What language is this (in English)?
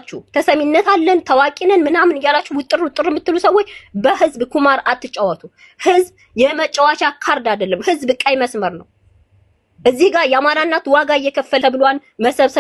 Amharic